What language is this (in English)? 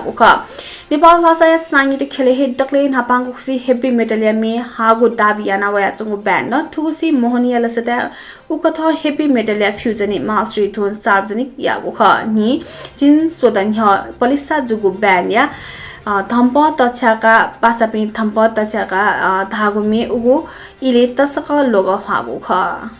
Newari